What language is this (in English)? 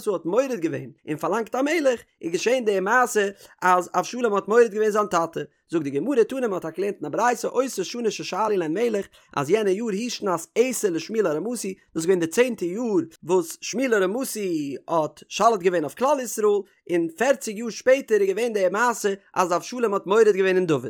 Yiddish